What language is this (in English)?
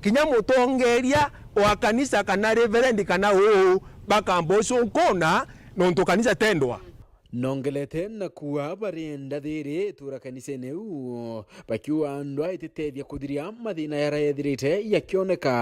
Meru